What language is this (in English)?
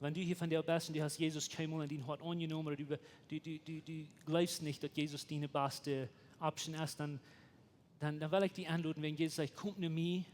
Plautdietsch